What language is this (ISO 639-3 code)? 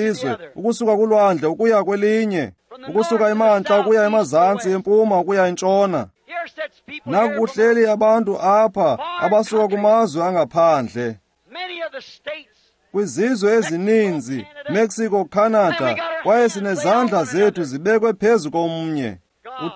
xho